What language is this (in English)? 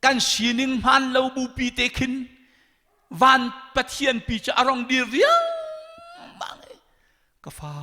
Hakha Chin